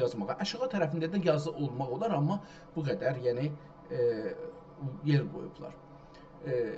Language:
South Azerbaijani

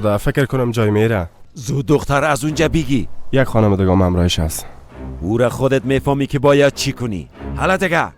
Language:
Persian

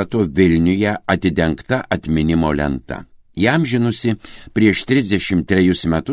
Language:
Lithuanian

